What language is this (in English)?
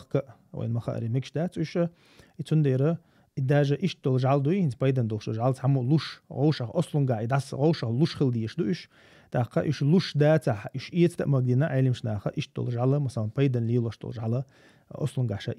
Chechen